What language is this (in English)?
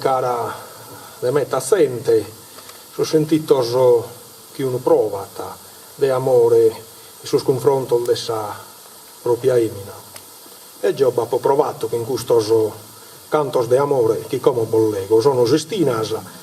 Sardinian